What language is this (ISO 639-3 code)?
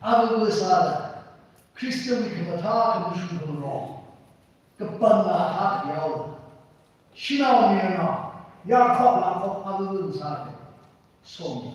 nmf